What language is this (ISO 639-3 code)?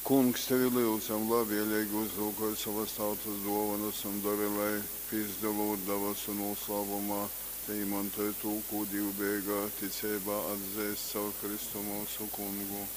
ltg